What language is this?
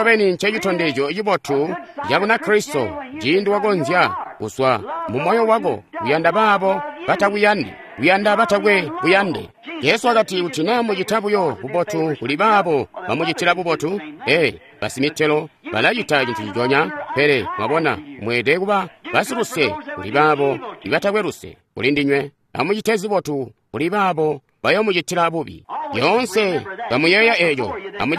Tonga (Zambia)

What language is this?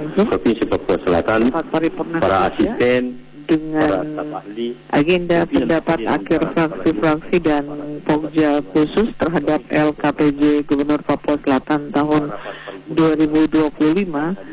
Indonesian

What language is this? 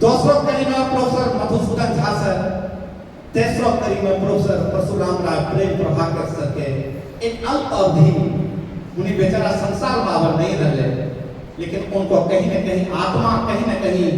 Angika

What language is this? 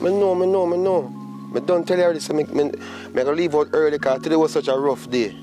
Jamaican Creole English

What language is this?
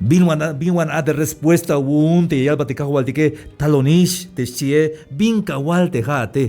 Tzeltal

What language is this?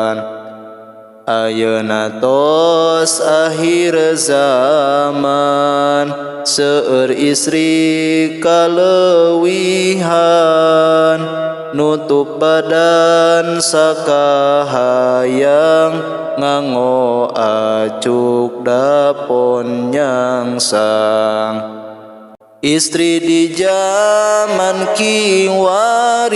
Sundanese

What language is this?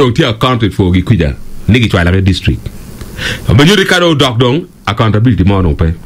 Acoli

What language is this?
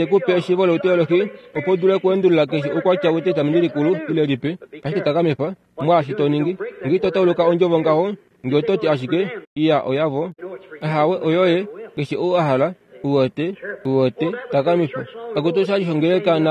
Kuanyama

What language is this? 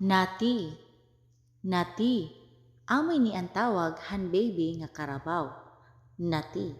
Waray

